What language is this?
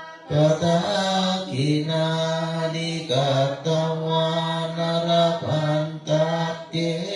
Pali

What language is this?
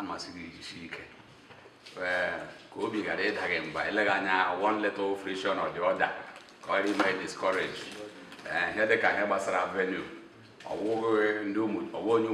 Igbo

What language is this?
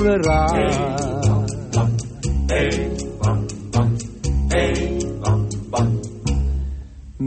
Italian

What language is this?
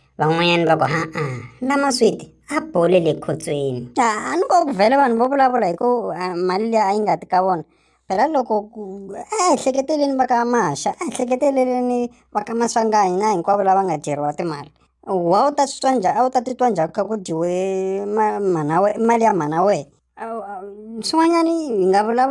Tsonga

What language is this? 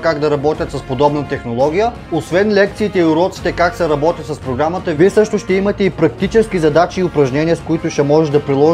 Bulgarian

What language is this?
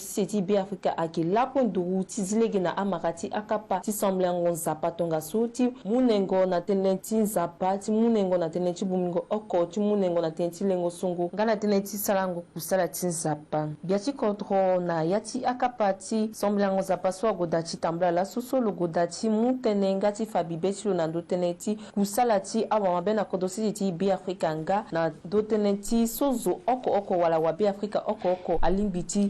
Sango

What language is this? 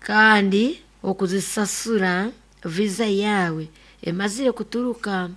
Nyoro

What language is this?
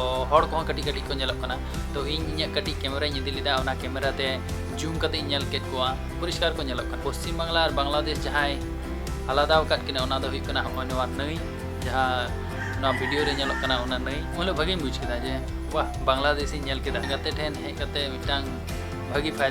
Santali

